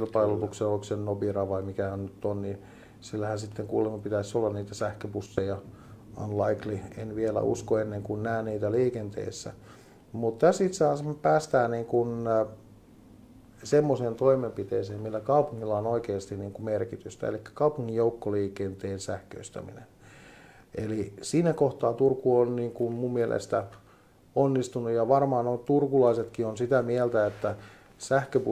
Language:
Finnish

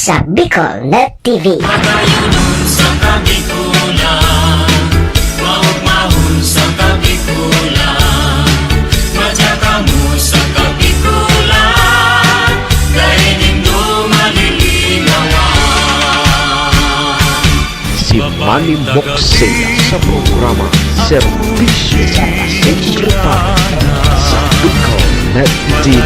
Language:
Bikol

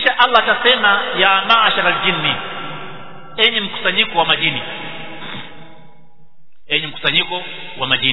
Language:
Swahili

